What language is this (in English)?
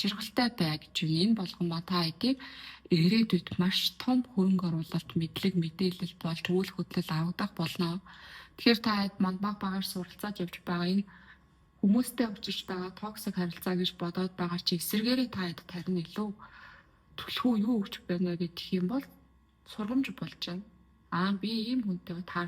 Mongolian